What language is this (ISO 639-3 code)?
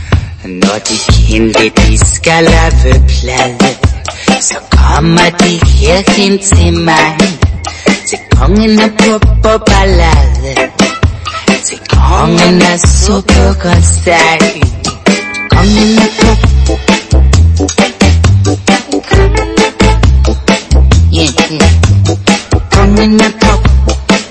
dan